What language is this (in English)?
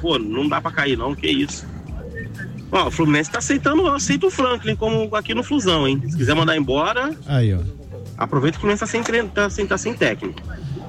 Portuguese